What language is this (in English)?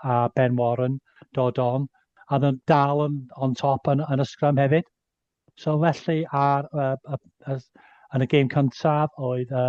Welsh